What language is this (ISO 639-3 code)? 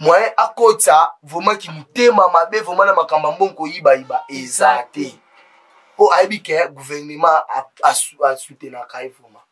lin